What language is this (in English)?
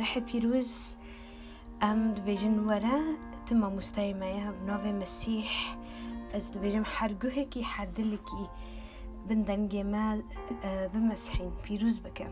Kurdish